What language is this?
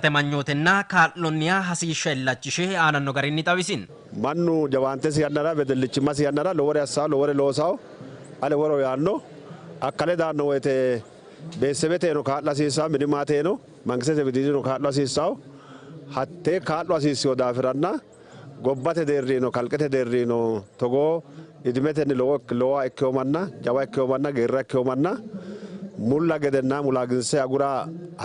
Sidamo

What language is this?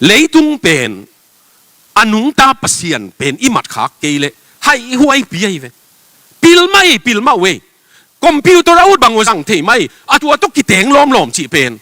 Tedim Chin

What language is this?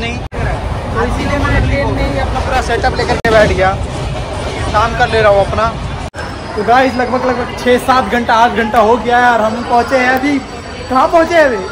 Hindi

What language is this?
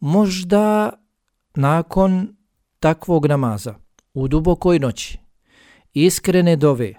Bosnian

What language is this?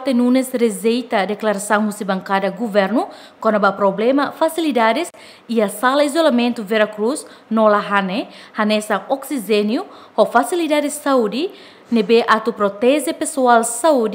Tetum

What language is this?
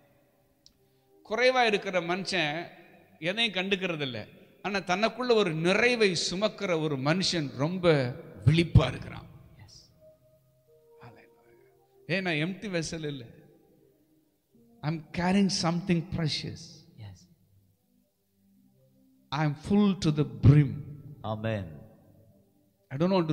Tamil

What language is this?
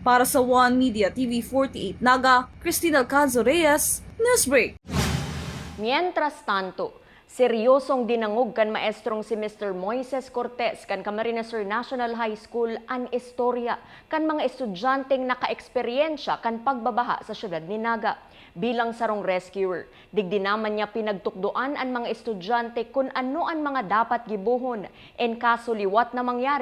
Bikol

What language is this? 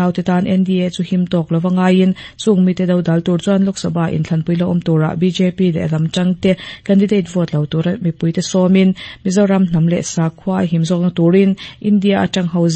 Mizo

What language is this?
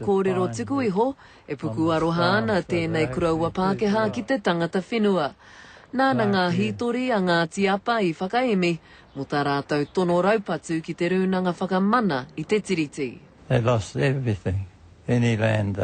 Māori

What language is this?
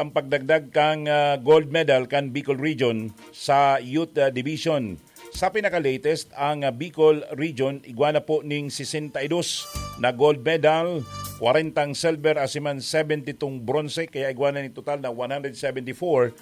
Bikol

